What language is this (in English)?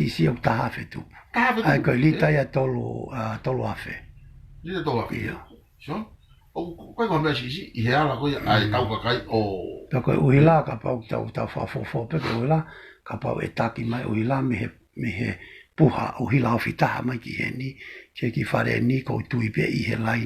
Tongan